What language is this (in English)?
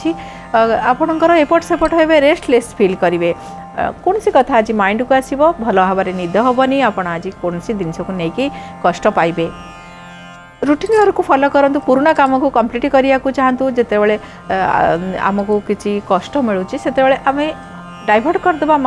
Odia